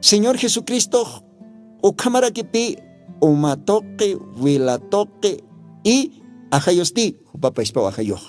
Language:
Aymara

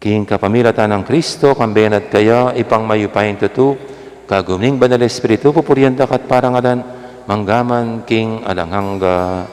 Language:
Pampanga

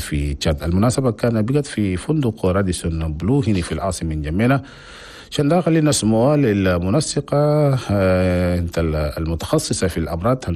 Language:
Chadian Arabic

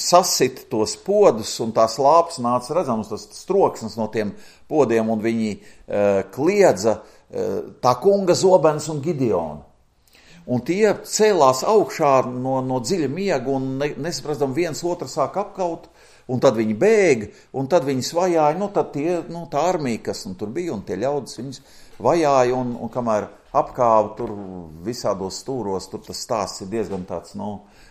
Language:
Latvian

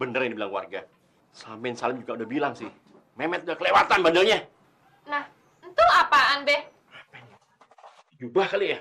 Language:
Betawi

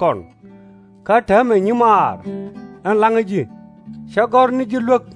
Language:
Nuer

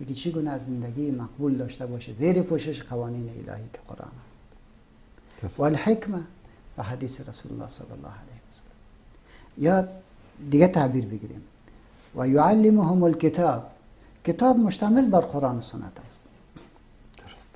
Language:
Persian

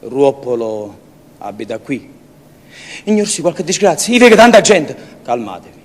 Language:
Neapolitan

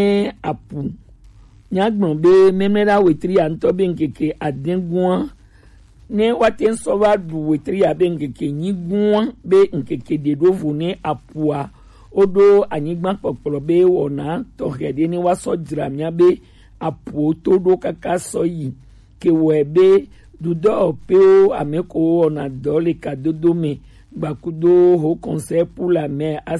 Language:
Gen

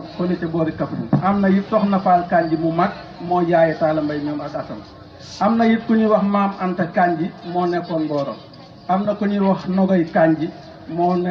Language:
Wolof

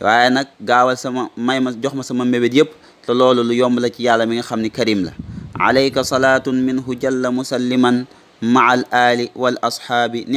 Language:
Wolof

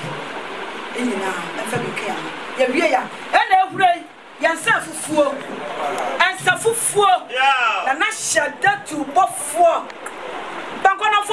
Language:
Akan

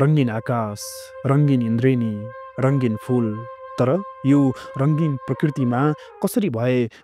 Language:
Nepali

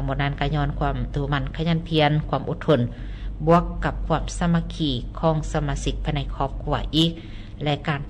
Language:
Lao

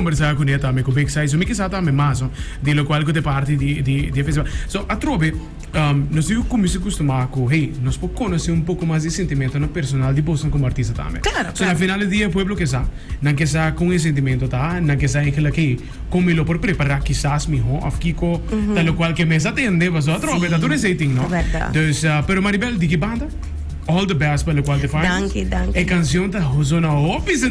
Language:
Papiamento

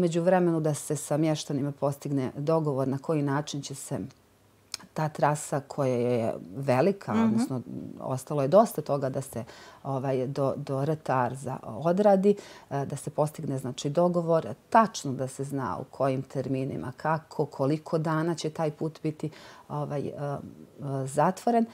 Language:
Bosnian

